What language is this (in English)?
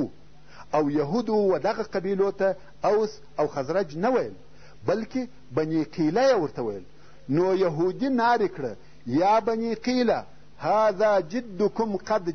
Pashto